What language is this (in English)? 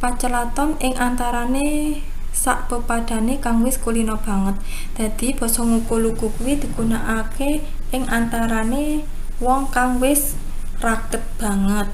Javanese